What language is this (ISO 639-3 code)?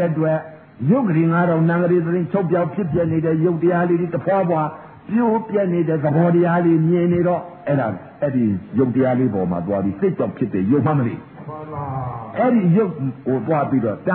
mya